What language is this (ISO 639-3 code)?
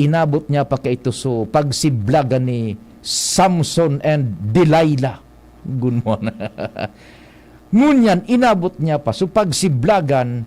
bik